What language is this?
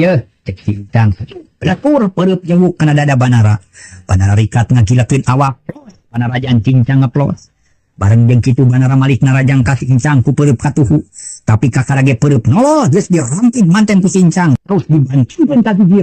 Sundanese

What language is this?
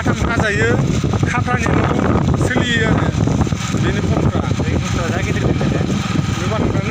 Bodo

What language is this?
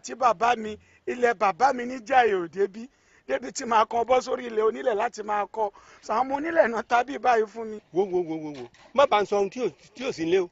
Yoruba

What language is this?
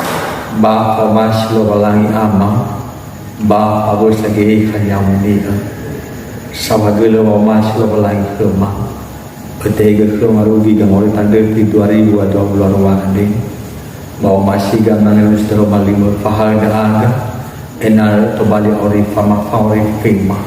Nias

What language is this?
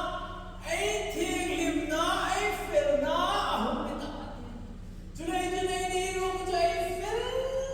Hmar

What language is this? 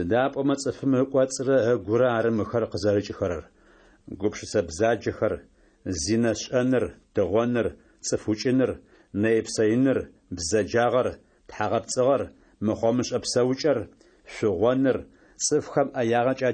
Adyghe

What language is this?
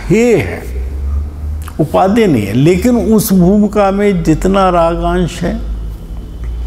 Hindi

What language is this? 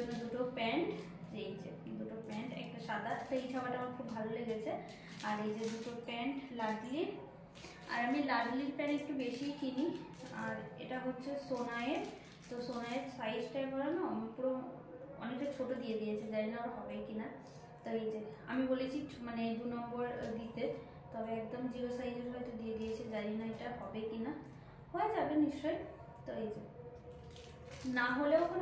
Bangla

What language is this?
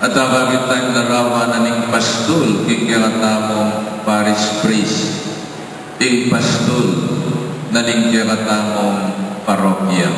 Pampanga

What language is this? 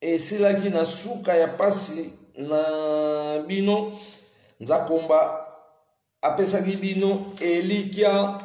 Lingala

